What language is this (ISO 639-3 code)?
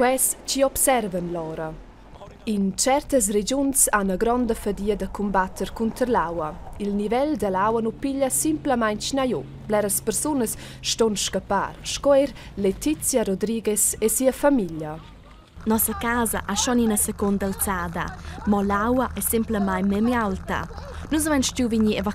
roh